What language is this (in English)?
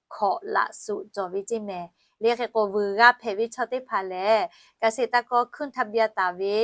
Lahu